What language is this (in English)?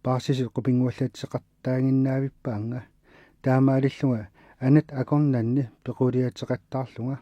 Kalaallisut